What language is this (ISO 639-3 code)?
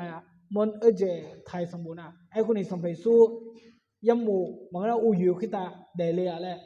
ahk